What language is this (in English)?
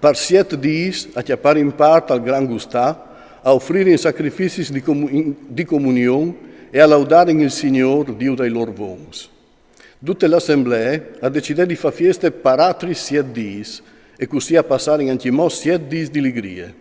Friulian